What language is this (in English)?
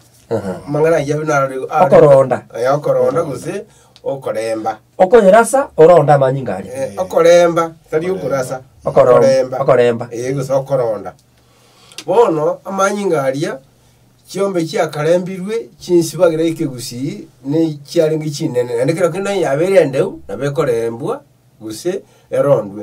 Gusii